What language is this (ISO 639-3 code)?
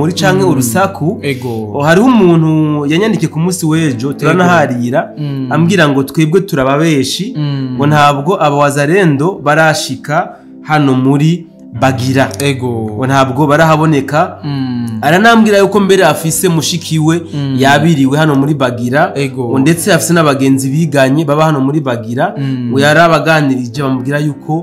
run